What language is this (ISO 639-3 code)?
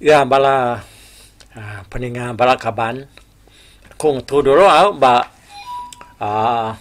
iba